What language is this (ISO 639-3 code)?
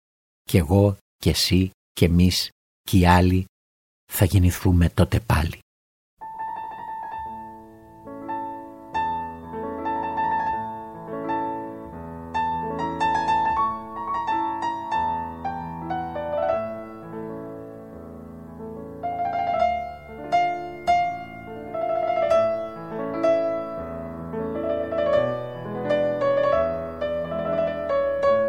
ell